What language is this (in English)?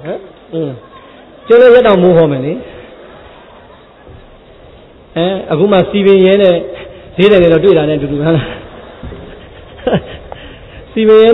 Burmese